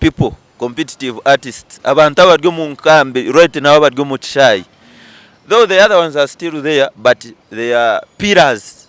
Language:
Nyankole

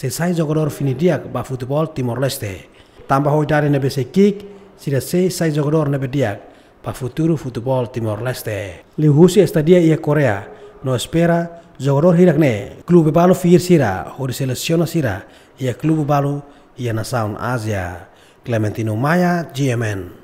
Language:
Tetum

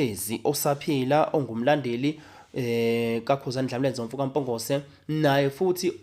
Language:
Zulu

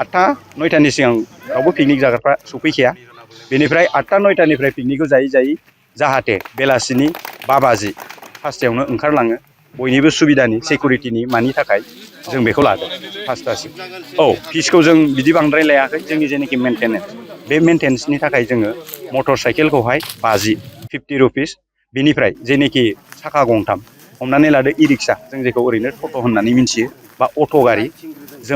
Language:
Bodo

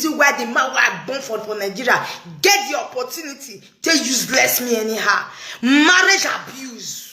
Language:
Nigerian Pidgin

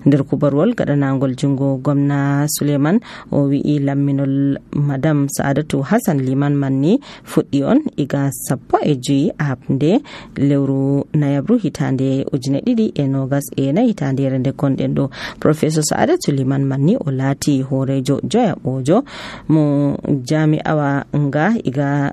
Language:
Nigerian Fulfulde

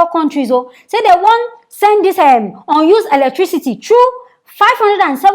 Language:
Nigerian Pidgin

